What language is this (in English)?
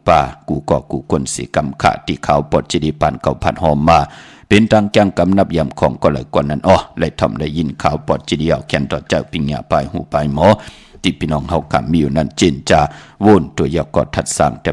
Shan